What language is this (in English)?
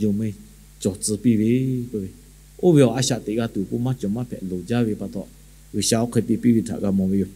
Lahu